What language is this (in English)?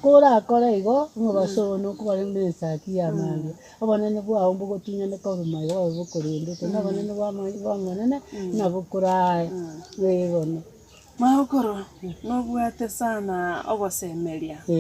Gusii